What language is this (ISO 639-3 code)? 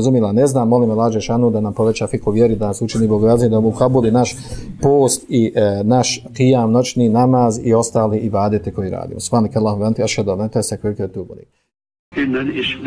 bos